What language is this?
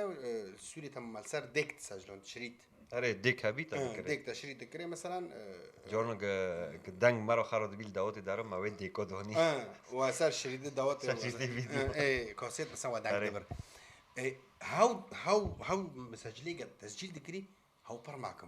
Kurdish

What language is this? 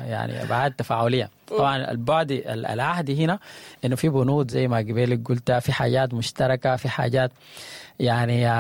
Sudanese Arabic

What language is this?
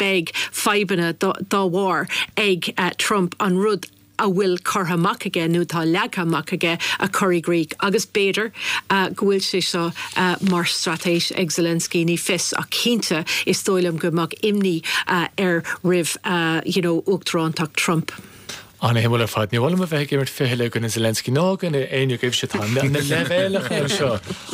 Irish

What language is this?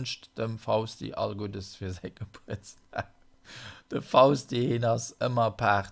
Luxembourgish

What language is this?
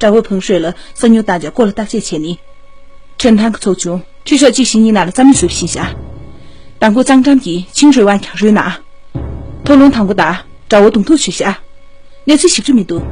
Tibetan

